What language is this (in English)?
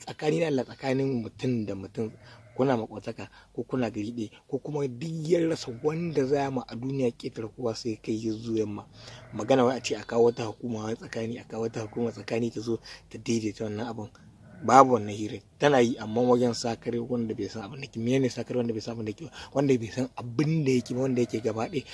Hausa